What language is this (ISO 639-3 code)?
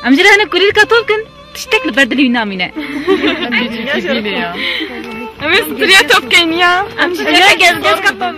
kur